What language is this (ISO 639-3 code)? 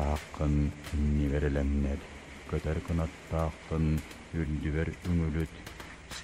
sah